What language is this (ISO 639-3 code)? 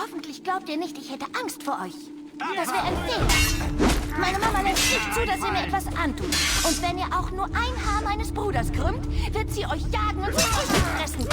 bar